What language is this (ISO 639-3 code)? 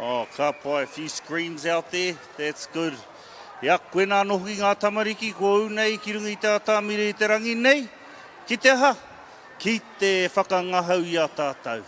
mri